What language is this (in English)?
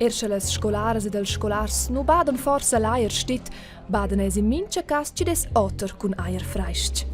Romansh